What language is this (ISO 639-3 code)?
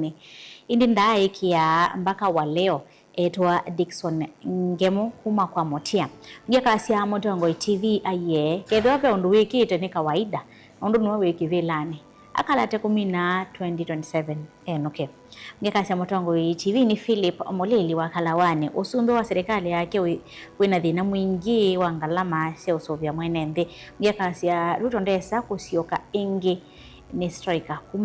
kam